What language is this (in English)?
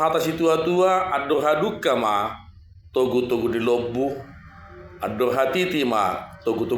Batak Toba